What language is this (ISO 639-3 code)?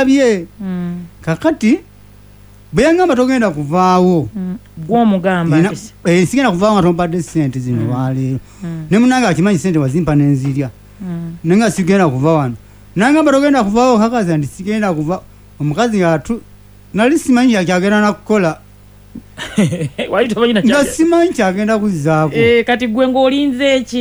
lug